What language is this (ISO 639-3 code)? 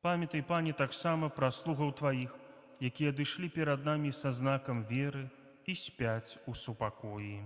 bel